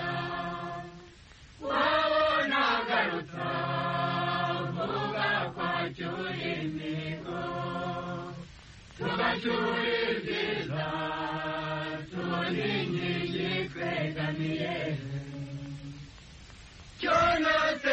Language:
Kinyarwanda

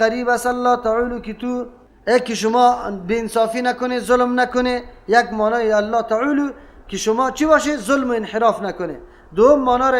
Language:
Persian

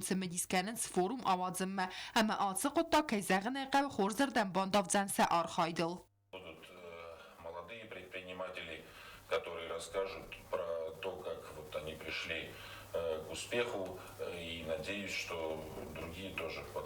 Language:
Ossetic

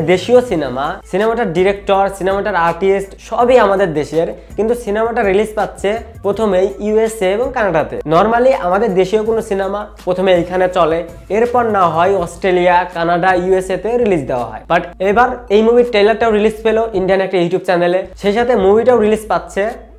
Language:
Bangla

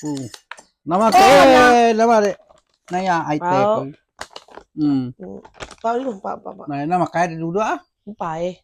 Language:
Iban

